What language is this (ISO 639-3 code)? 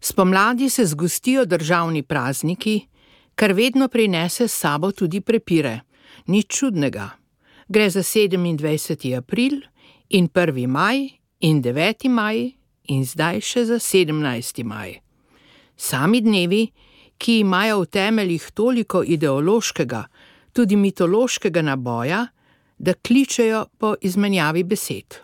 slv